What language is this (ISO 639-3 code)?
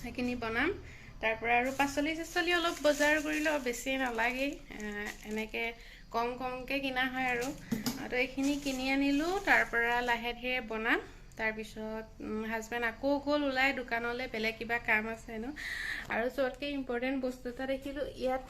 asm